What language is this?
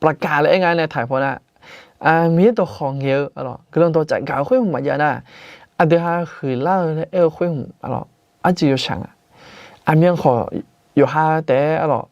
Akha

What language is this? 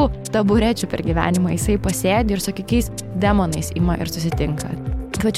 Lithuanian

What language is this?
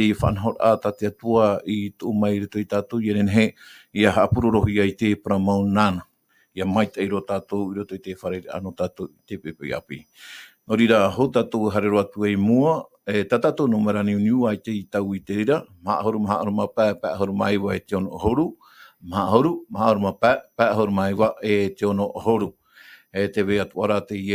Tahitian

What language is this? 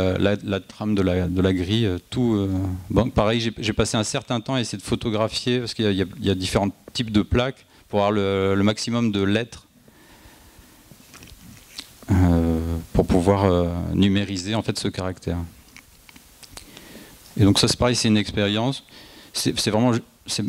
French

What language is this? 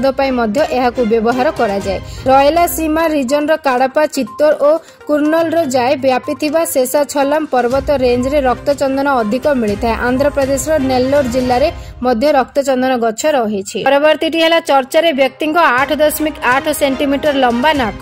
Odia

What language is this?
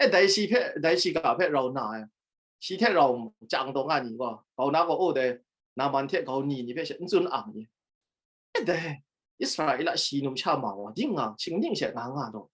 Kachin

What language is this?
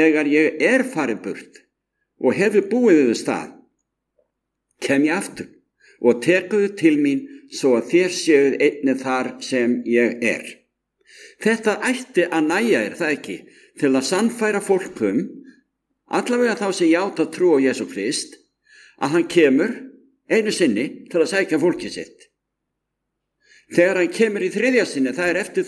Icelandic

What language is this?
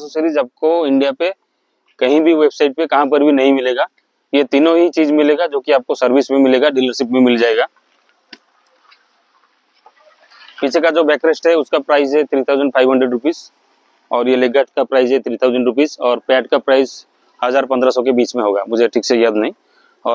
Hindi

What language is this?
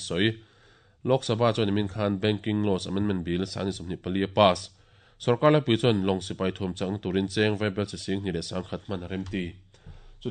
Mizo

